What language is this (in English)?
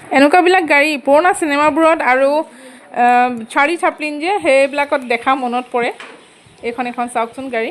Assamese